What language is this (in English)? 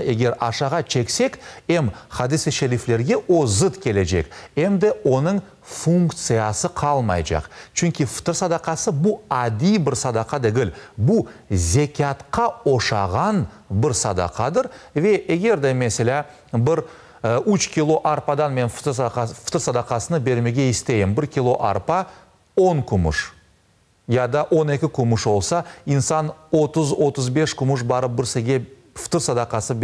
Crimean Tatar